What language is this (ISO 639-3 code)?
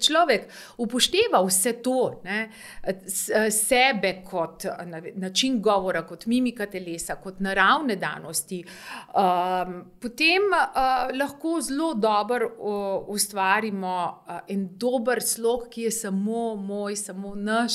slv